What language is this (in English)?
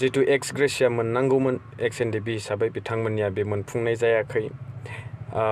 Bodo